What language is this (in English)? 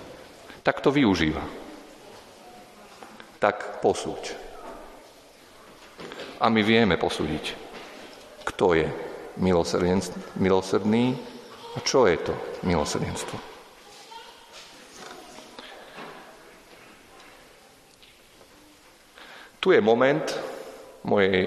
Slovak